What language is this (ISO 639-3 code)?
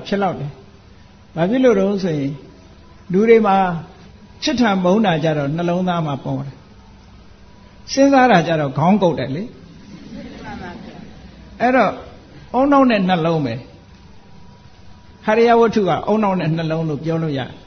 mya